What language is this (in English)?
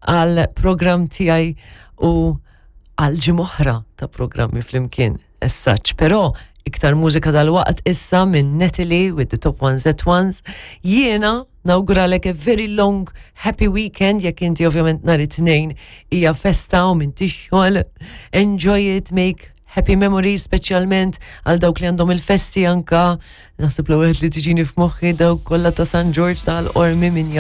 Maltese